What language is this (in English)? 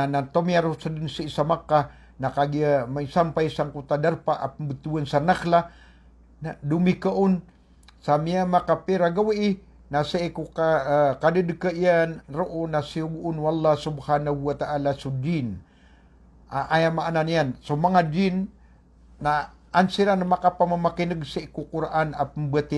Maranao